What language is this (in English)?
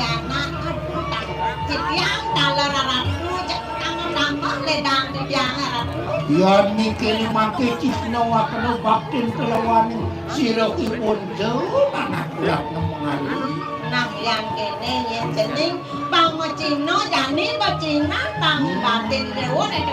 Balinese